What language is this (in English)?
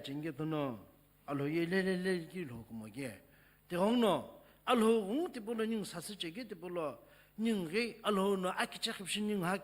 Sumi Naga